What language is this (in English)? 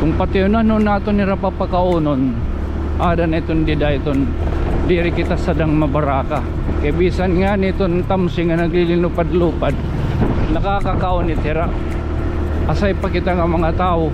Waray